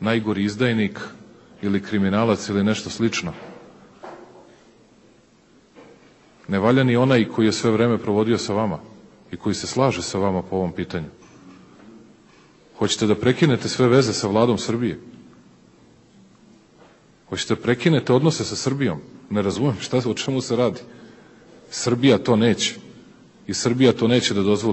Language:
Serbian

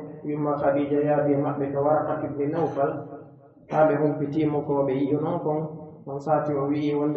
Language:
Pular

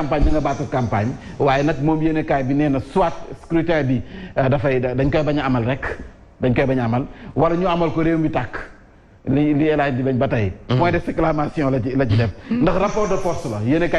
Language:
Wolof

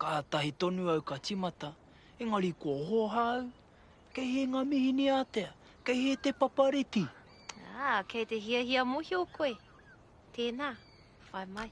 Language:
Māori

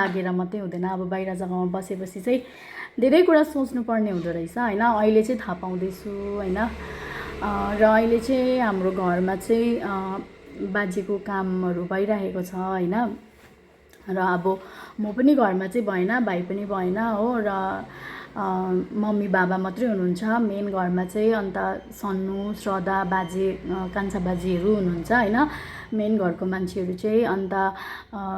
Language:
Nepali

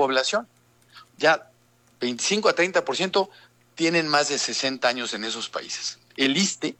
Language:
Spanish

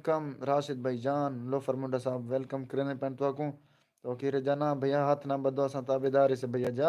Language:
Saraiki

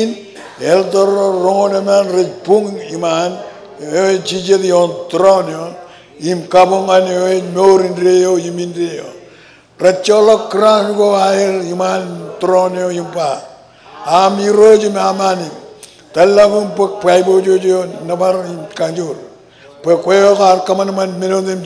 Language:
Marshallese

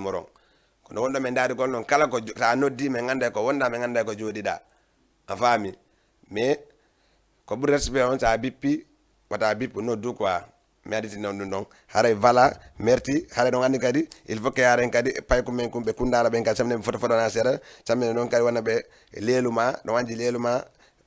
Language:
Fula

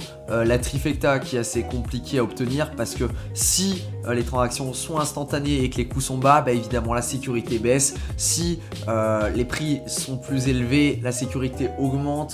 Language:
French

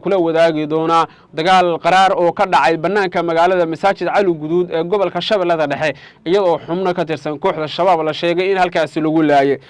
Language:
Somali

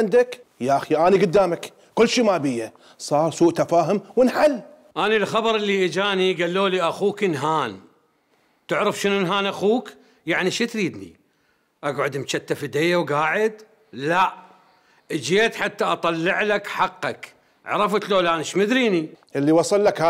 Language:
Mesopotamian Arabic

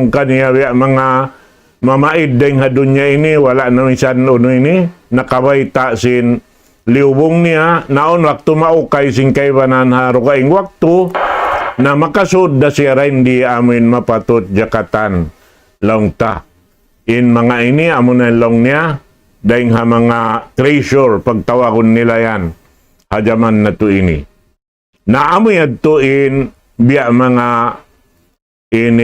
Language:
Tausug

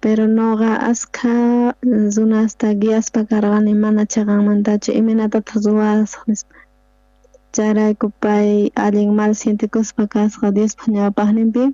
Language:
South Bolivian Quechua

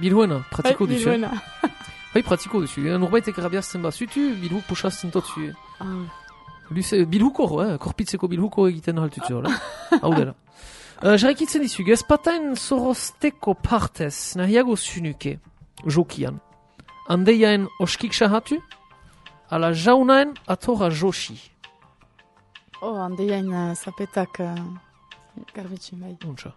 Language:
Basque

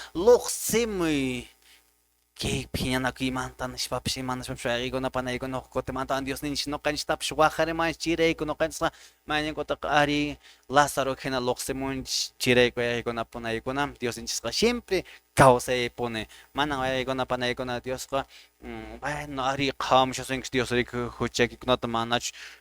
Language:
Quechua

